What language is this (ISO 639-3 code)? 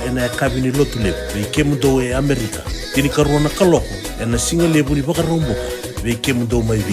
fij